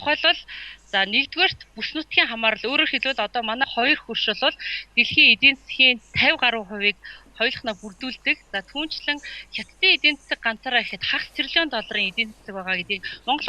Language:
Mongolian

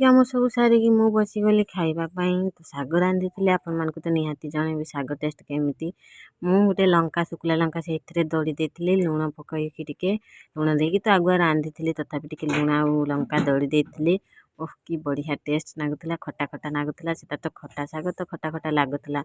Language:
Odia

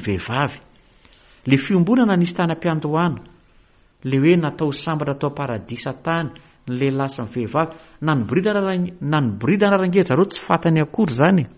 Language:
Malagasy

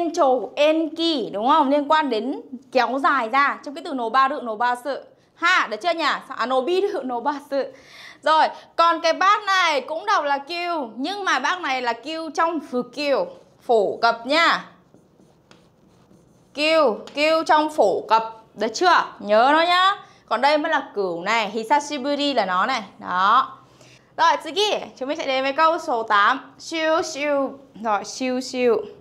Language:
Vietnamese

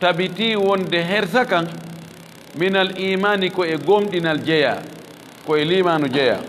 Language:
Fula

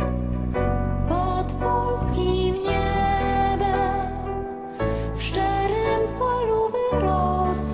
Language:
Polish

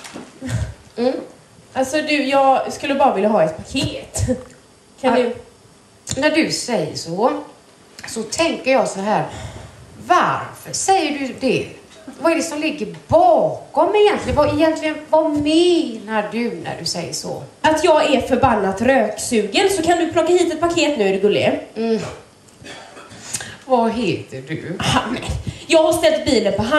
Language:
Swedish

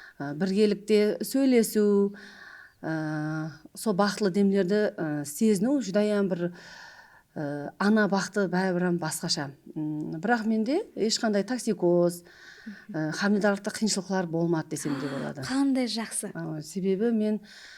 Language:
Kara-Kalpak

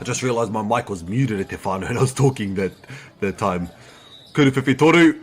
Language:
Māori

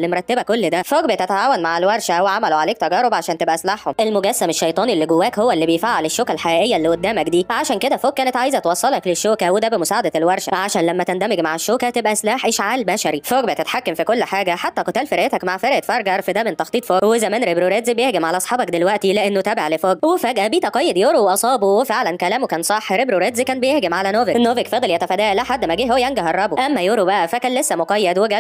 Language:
Egyptian Arabic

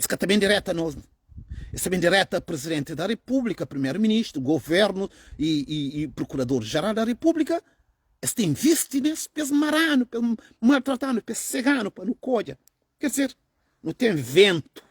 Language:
Kabuverdianu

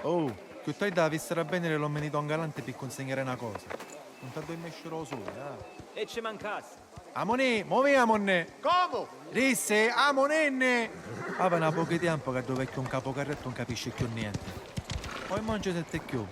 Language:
Sicilian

